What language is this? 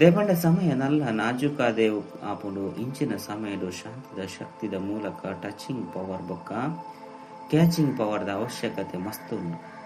Tulu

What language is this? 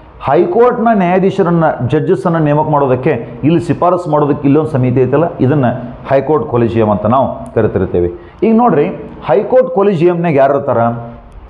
Kannada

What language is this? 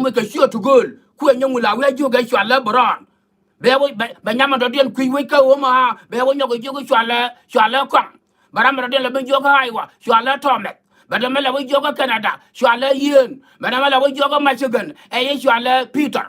Nuer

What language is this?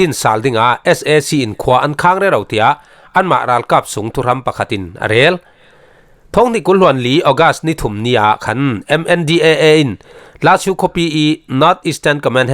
Falam Chin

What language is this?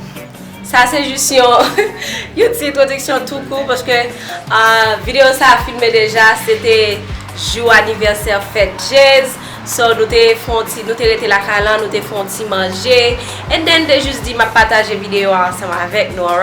Haitian Creole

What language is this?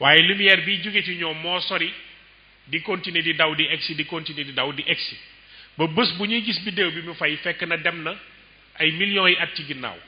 Wolof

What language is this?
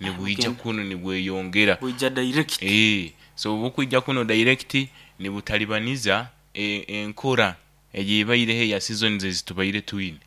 Nyoro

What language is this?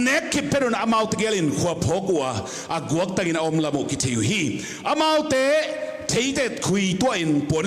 Tedim Chin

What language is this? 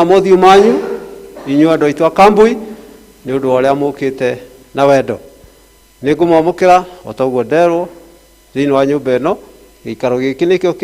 Kikuyu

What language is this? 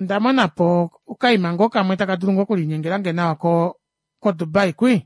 Kuanyama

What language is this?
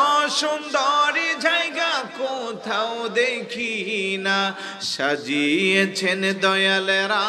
Bangla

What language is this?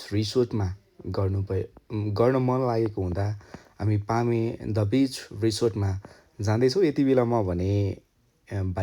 Nepali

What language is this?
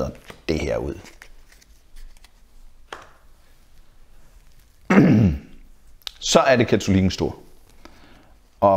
Danish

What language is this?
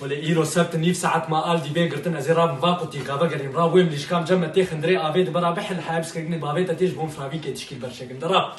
Kurdish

